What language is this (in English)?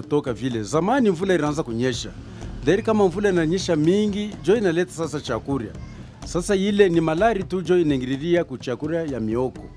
Swahili